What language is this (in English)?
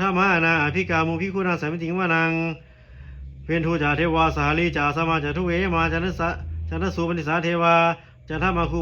Pali